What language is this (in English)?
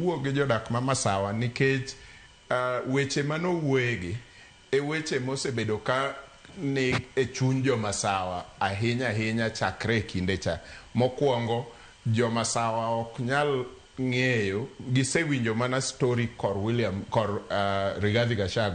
Luo (Kenya and Tanzania)